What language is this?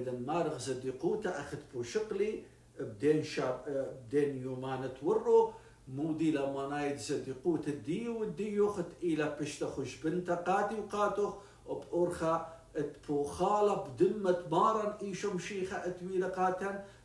Assyrian Neo-Aramaic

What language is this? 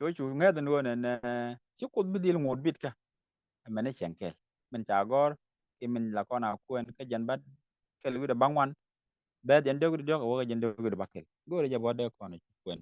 Nuer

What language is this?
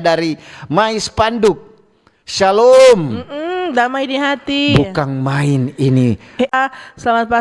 Manado Malay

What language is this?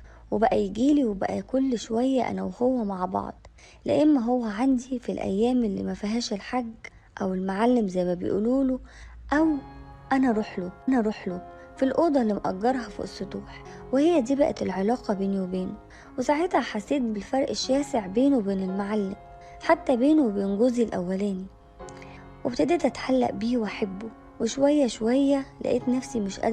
Egyptian Arabic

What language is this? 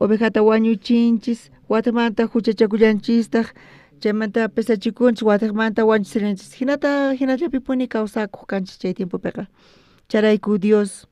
South Bolivian Quechua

